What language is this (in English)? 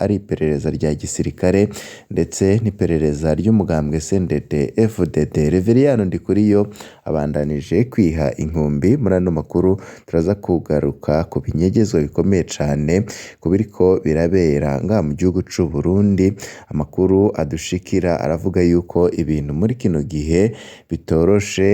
Rundi